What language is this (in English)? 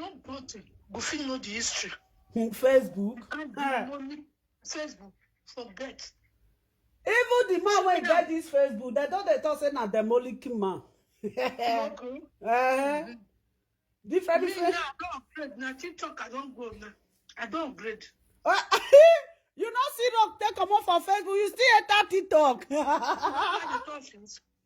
Nigerian Pidgin